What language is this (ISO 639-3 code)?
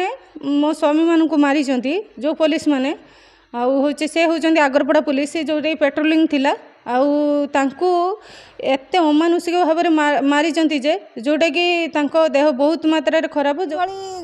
ori